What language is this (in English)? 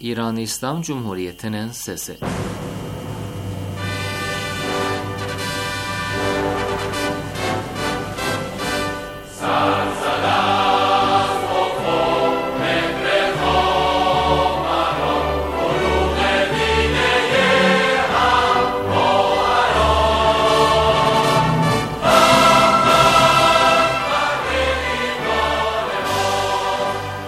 Turkish